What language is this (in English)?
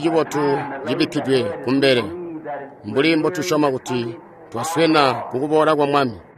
Tonga (Zambia)